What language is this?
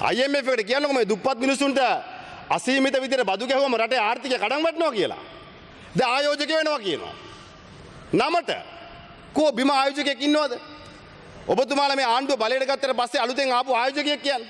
Sinhala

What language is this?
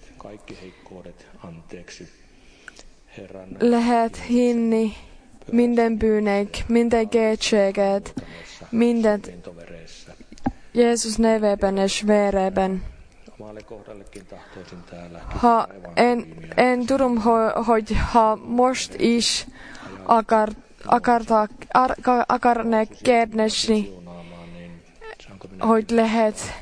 Finnish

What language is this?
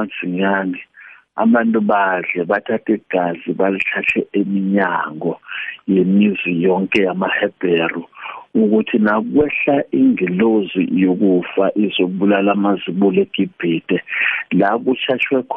South Ndebele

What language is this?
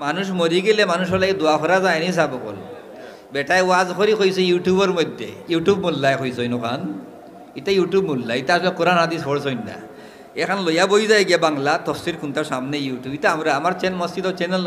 Sylheti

